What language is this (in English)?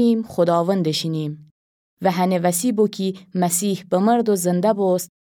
Gilaki